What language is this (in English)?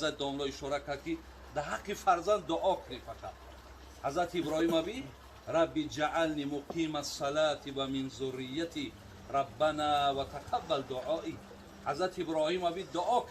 Tajik